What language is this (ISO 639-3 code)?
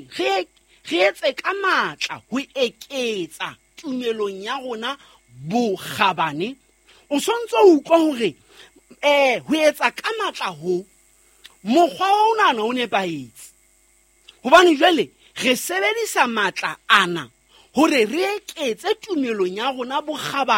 sot